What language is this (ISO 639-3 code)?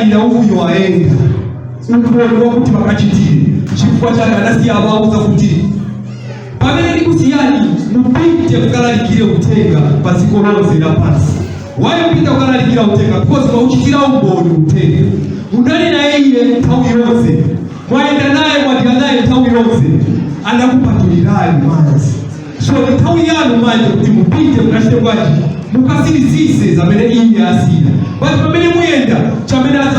nya